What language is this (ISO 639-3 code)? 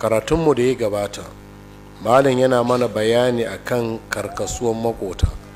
hau